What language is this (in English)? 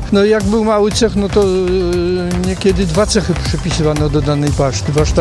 Polish